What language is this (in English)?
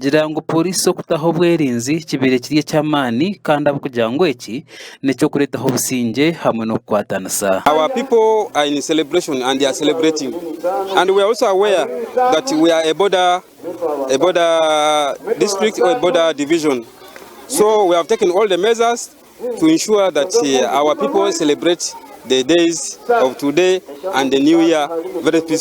Nyankole